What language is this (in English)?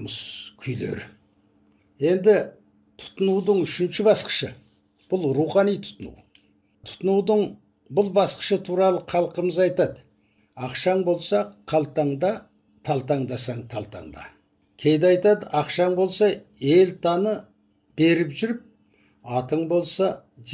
Kazakh